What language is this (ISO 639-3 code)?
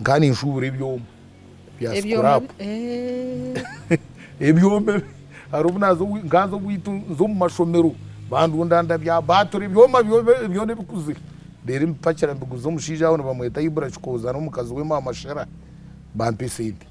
nyn